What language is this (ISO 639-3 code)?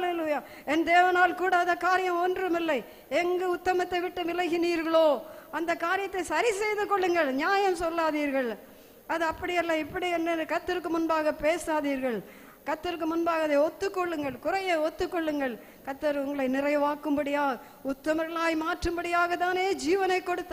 tam